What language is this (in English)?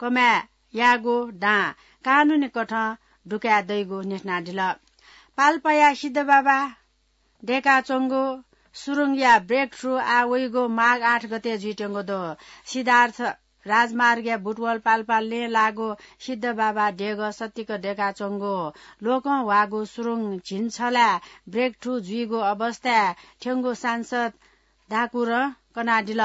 Newari